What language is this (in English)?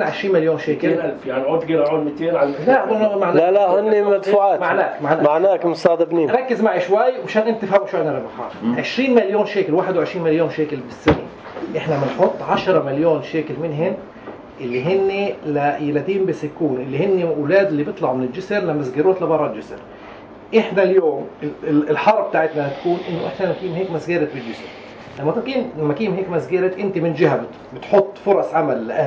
North Levantine Arabic